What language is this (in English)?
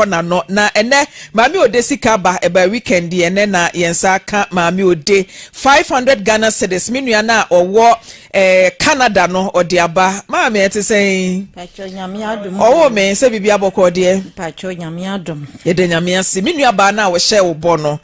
Akan